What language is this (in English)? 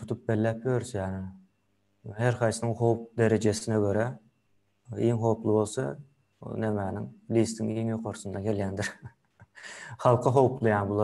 Turkmen